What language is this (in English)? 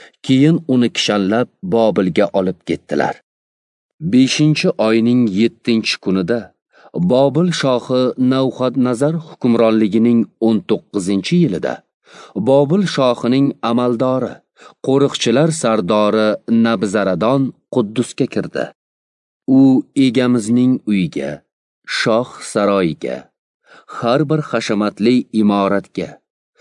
Uzbek